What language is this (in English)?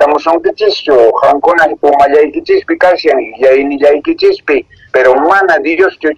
Quechua